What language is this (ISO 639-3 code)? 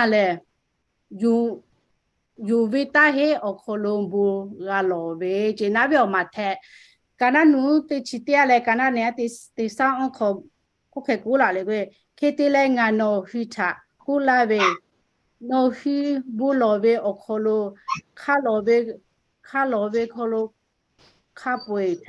lhu